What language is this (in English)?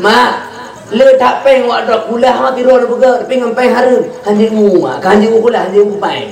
Achinese